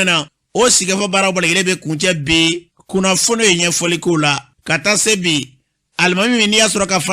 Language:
Bambara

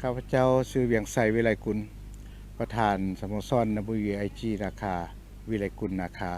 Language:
Lao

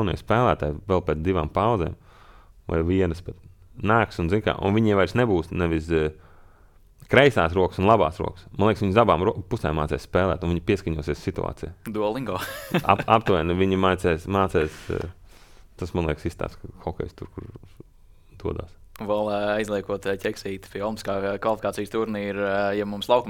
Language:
Latvian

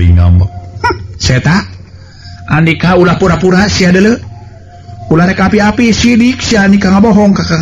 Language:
Sundanese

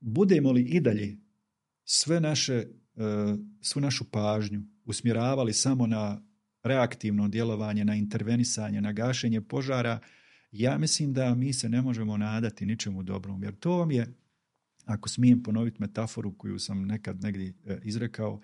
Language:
Bosnian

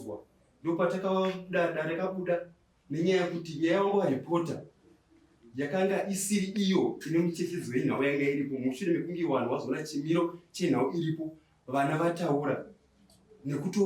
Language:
Shona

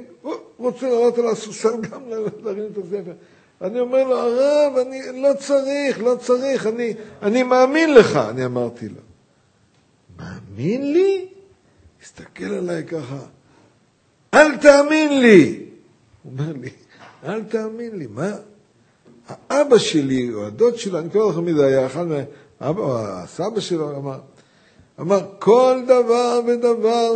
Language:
Hebrew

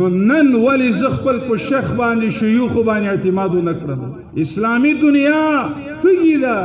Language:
Pashto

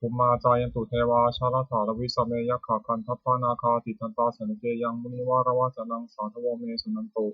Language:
Pali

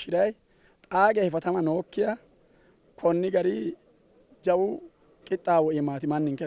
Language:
Sidamo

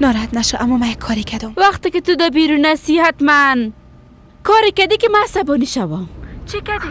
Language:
Persian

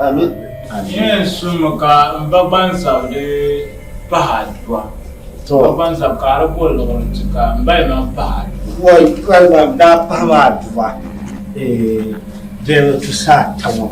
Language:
Dagbani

